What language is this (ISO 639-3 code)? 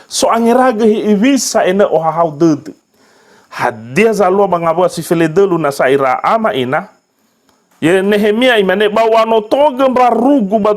nia